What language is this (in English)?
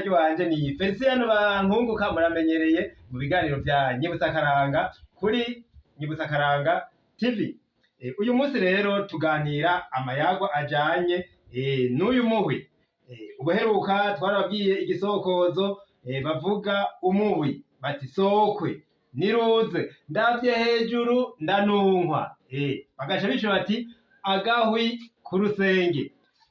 Rundi